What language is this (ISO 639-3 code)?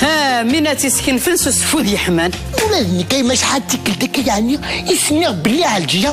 kab